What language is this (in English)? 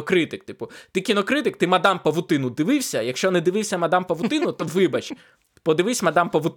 Ukrainian